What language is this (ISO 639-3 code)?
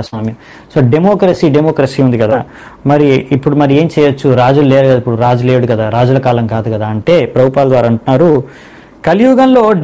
tel